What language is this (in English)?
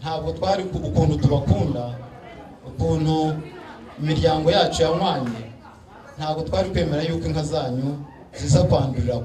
Kinyarwanda